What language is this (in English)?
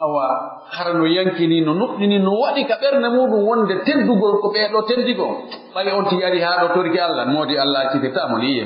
Pular